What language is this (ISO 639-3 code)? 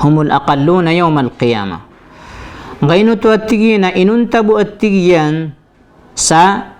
mrw